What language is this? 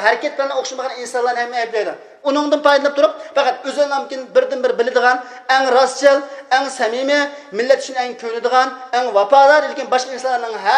Uyghur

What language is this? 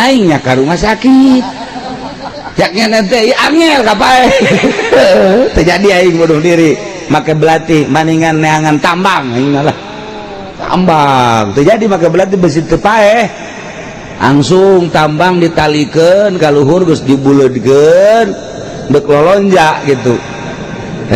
Sundanese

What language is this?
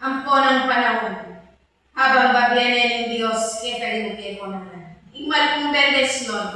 Pampanga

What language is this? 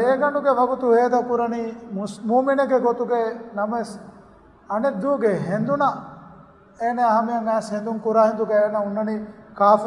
Divehi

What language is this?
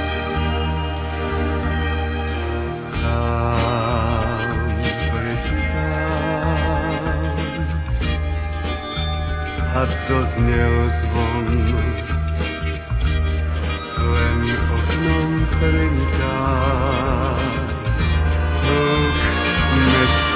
Slovak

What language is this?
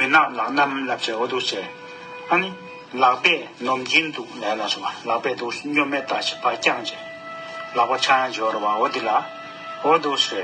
Tibetan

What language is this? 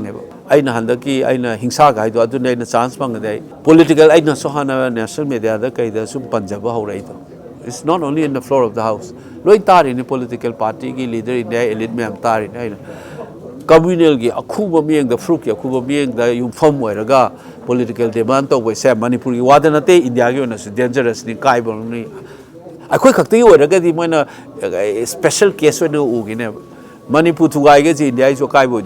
Manipuri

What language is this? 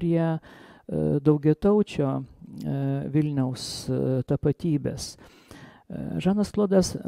Lithuanian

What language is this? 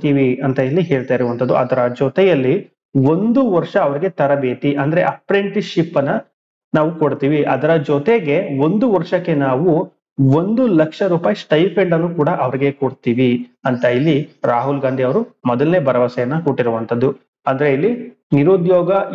Kannada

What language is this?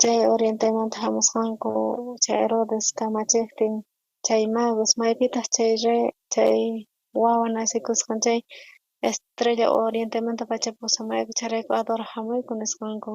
South Bolivian Quechua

